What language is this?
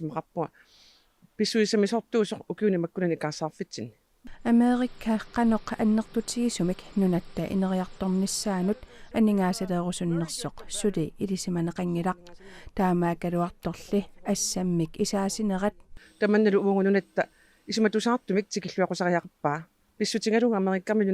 Kalaallisut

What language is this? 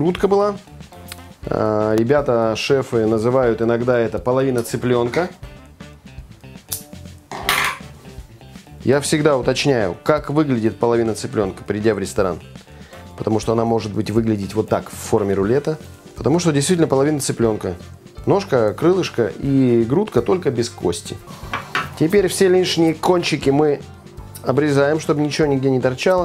Russian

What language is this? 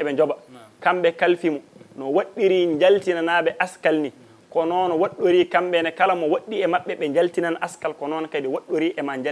Fula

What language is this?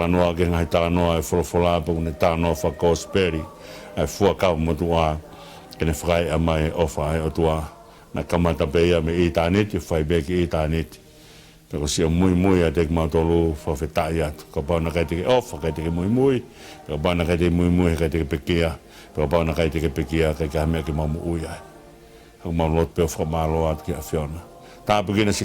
Tongan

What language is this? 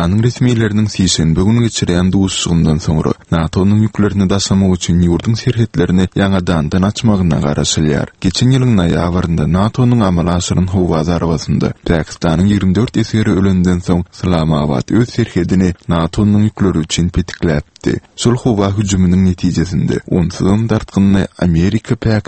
Turkmen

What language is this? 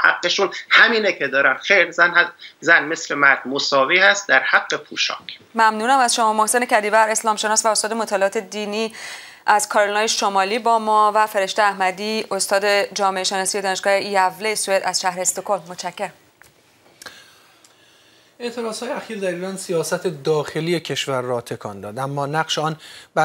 Persian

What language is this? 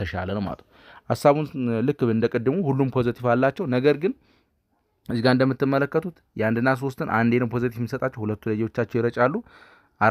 Amharic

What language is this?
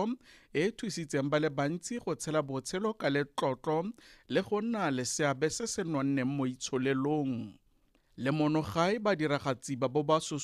Tswana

